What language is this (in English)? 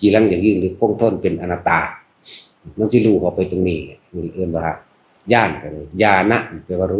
Northeastern Thai